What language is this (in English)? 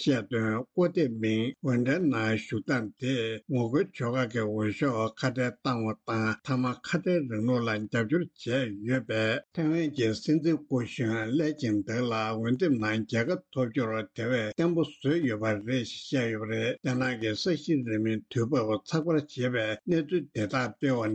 Tibetan